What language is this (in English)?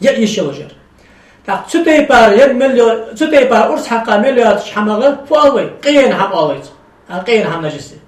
Ingush